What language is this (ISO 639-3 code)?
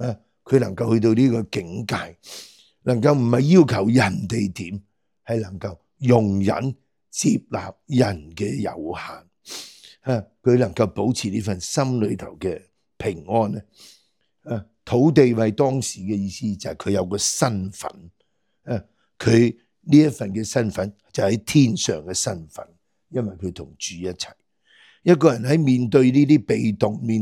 yue